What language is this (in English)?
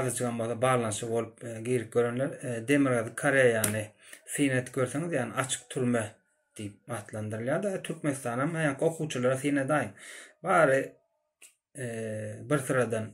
Turkmen